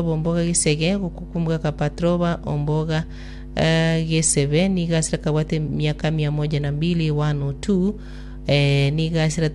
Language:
Gusii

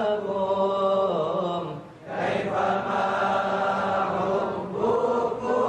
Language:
Musi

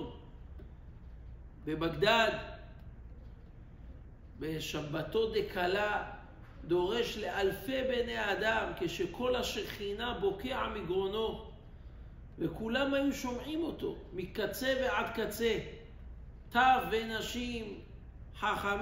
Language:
Hebrew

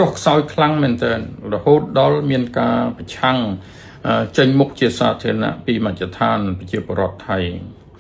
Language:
Khmer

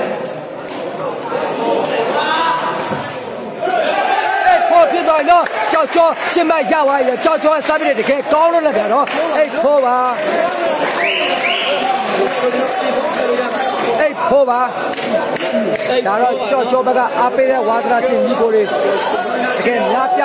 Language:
Burmese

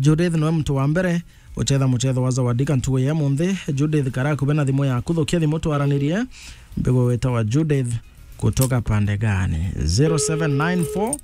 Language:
Meru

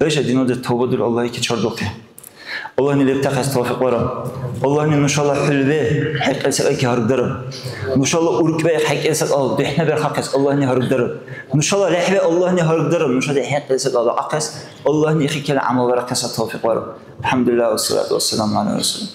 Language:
Dargwa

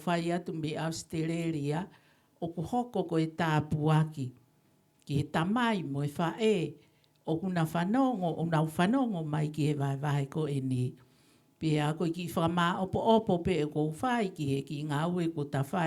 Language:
Tongan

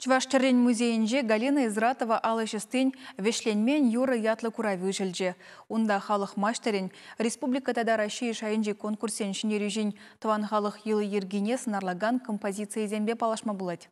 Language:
Chuvash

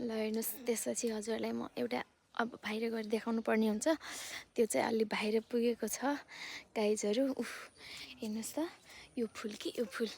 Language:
Nepali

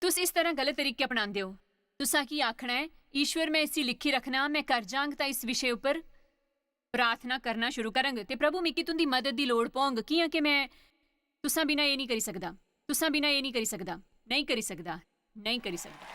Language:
Dogri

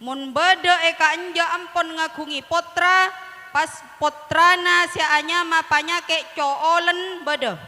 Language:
Madurese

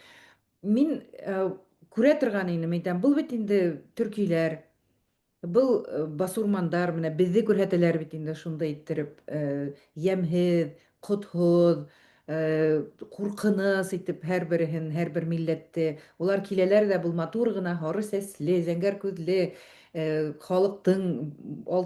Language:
Bashkir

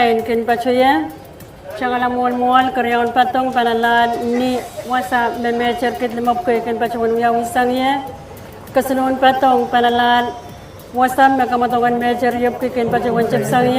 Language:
Pohnpeian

